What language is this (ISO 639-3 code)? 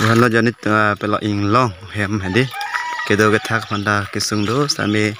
mjw